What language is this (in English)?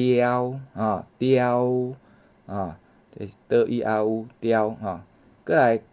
Min Nan Chinese